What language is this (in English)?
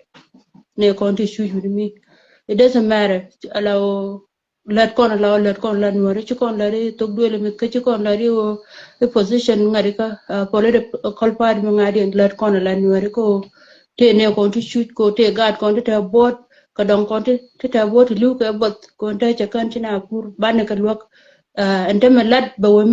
Nuer